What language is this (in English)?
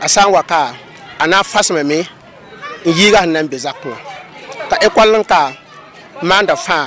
Mossi